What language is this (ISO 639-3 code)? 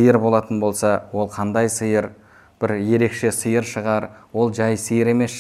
kaz